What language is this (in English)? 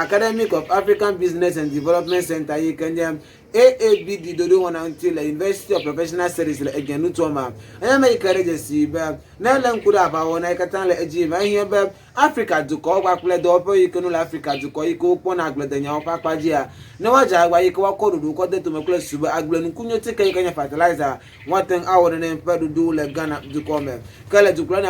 Ewe